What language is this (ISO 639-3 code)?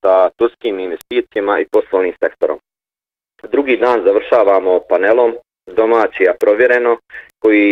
bos